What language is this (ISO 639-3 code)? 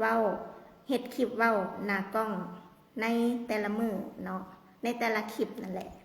lao